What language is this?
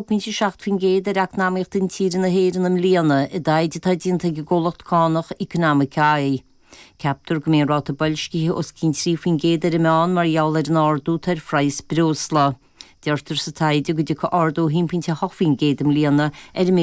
Irish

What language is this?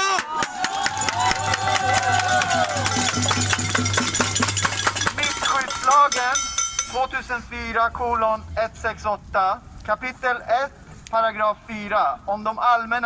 Swedish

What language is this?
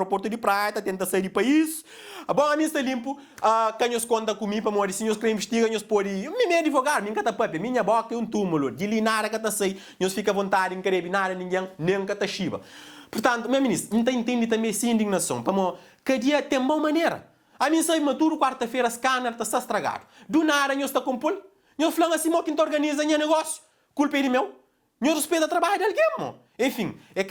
Kabuverdianu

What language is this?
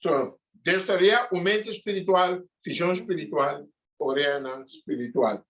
Papiamento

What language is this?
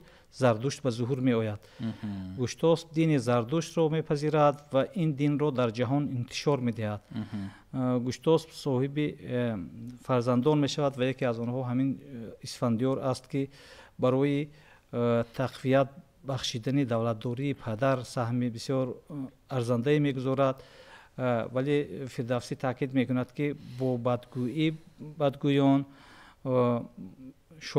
Tajik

